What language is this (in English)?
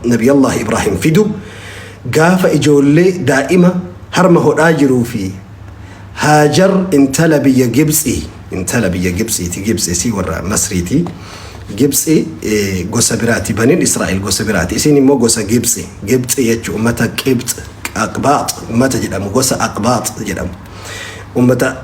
Oromo